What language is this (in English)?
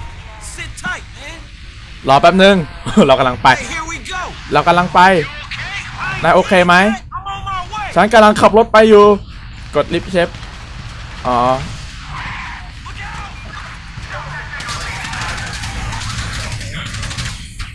Thai